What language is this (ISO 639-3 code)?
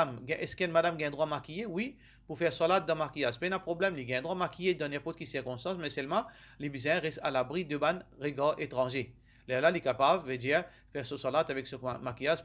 mfe